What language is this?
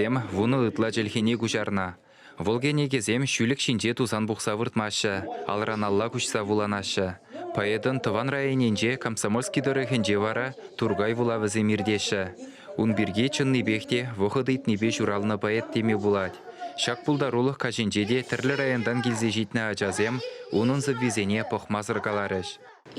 Chuvash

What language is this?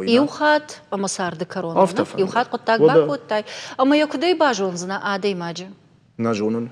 Ossetic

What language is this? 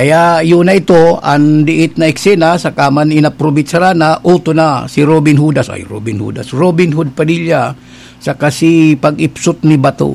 Bikol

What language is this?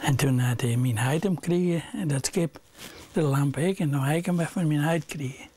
Western Frisian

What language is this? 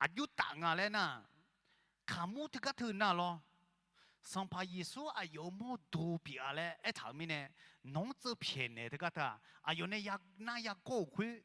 Akha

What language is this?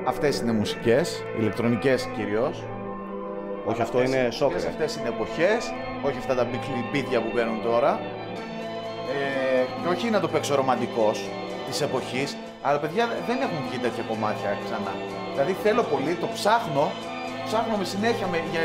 Greek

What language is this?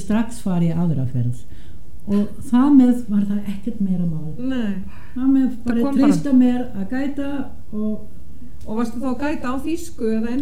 Icelandic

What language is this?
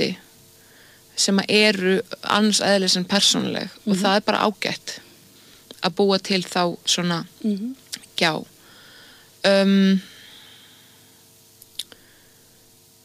Icelandic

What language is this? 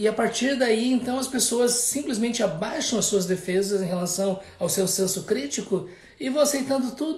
Portuguese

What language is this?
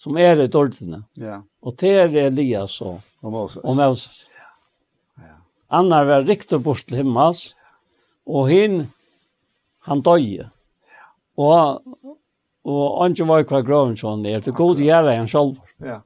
Faroese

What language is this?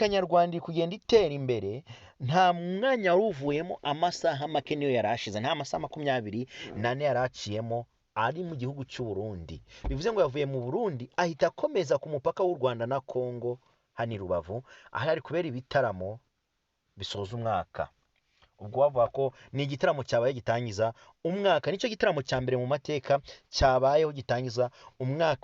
Kinyarwanda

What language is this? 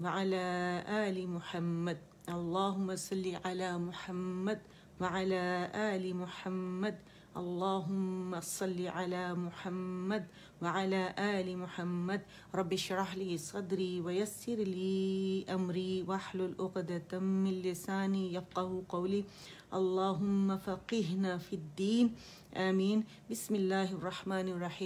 Urdu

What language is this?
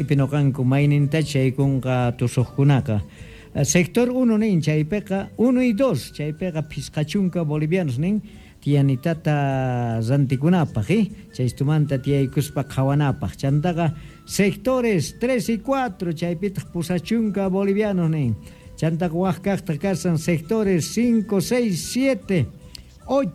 South Bolivian Quechua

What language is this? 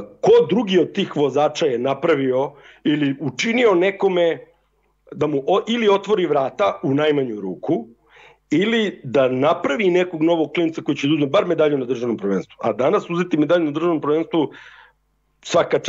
Serbian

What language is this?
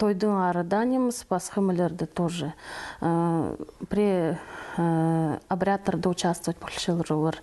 Khakas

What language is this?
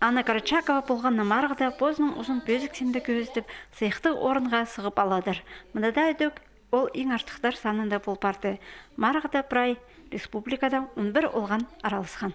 Khakas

